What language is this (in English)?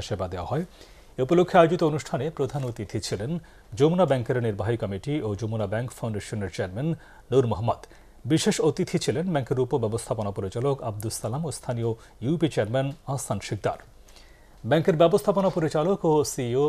Bangla